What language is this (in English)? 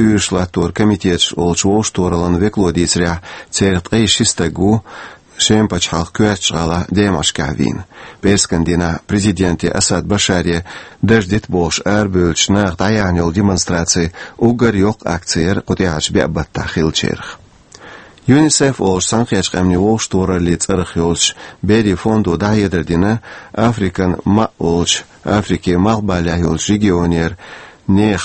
Chechen